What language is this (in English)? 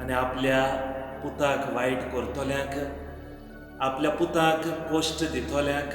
Konkani